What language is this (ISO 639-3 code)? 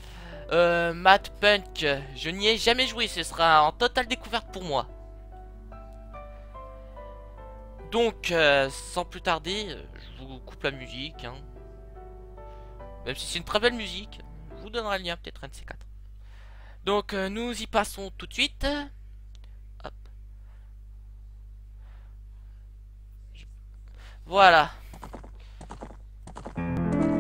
fra